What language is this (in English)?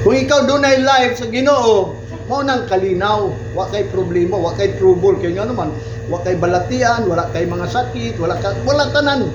Cebuano